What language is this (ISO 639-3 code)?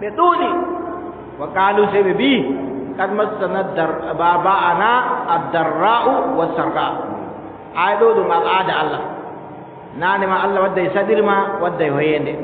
fub